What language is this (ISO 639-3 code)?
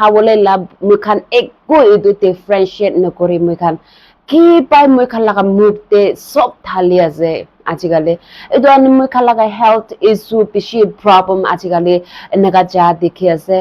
nag